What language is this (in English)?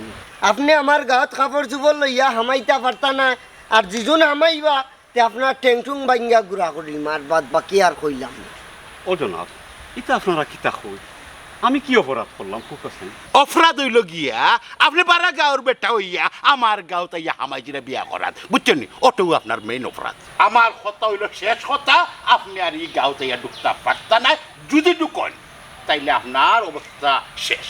Sylheti